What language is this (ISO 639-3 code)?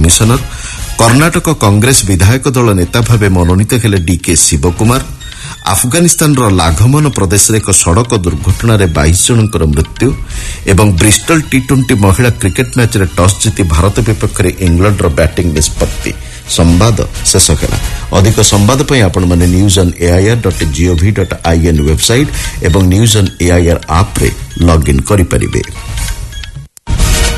ori